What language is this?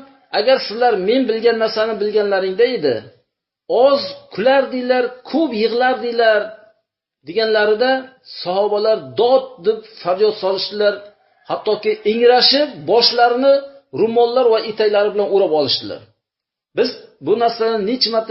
Uzbek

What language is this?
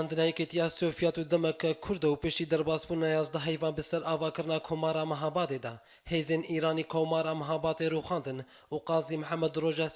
Kurdish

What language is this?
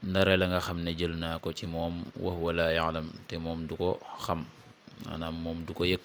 Wolof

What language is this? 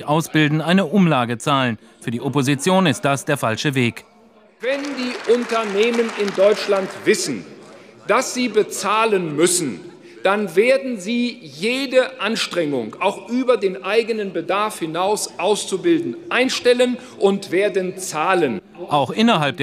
German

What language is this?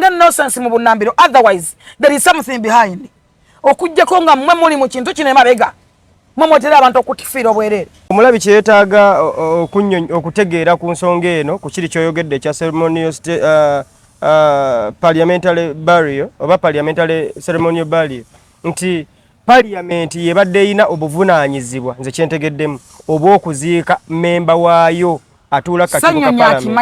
Ganda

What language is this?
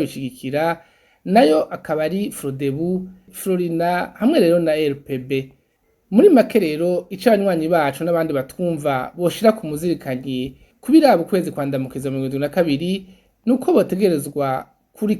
Rundi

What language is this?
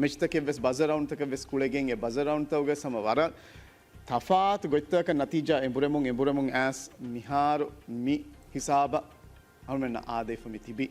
Divehi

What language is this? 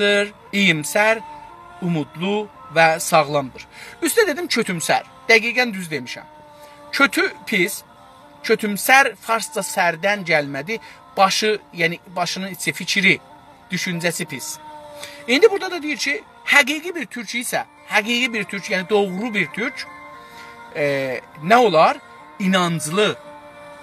South Azerbaijani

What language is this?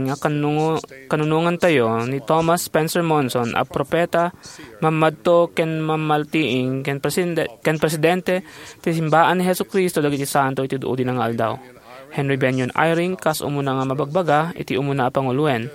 Iloko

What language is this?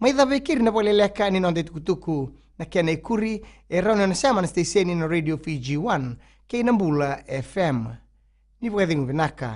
Fijian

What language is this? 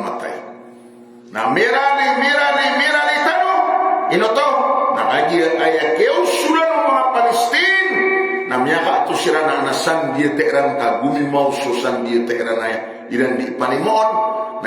Maranao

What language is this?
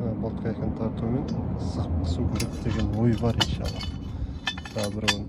Kazakh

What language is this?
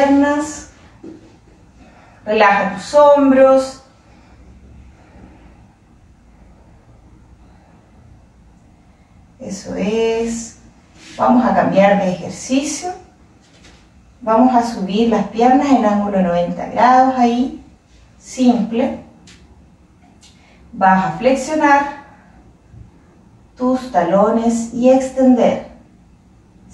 Spanish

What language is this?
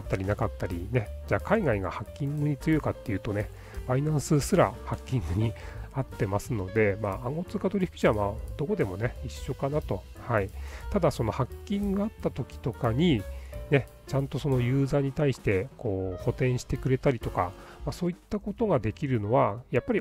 Japanese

